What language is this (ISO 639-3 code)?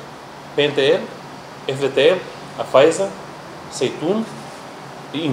tet